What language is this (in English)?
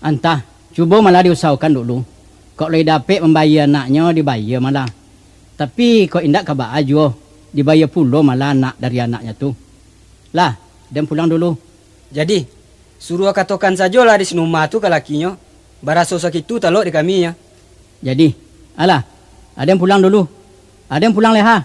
Minangkabau